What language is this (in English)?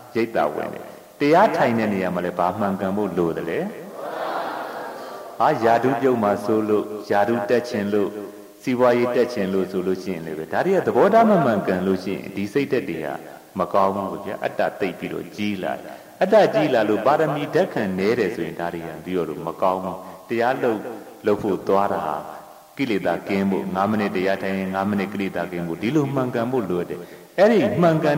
Burmese